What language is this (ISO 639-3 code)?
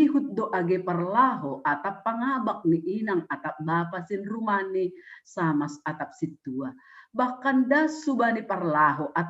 bts